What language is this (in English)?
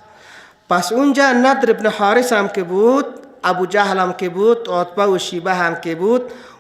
Persian